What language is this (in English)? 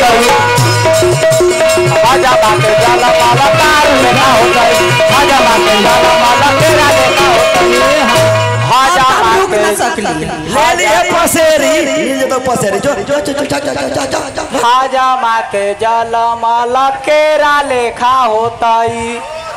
Bhojpuri